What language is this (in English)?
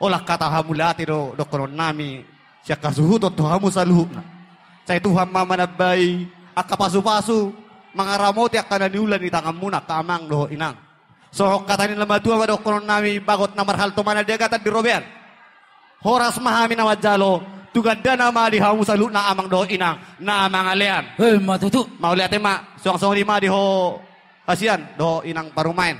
Batak Toba